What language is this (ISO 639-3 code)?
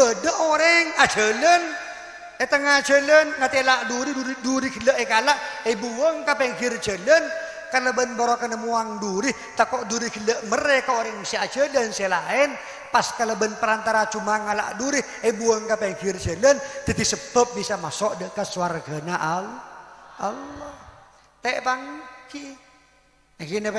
mad